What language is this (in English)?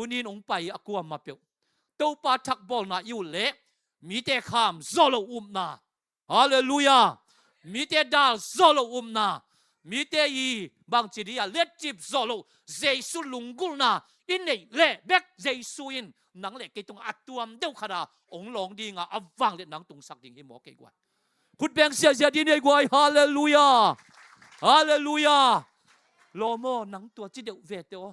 Tedim Chin